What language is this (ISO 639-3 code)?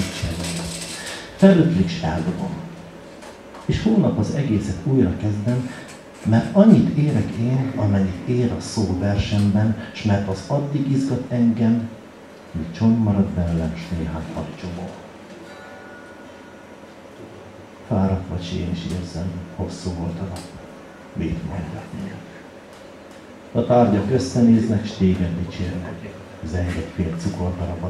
hun